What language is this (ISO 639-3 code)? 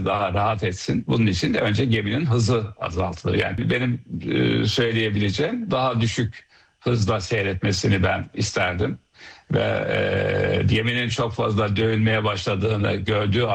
tur